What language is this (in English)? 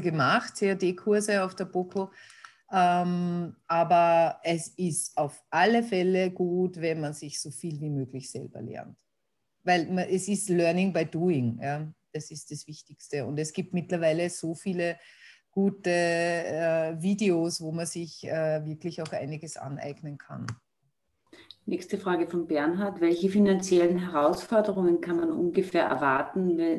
German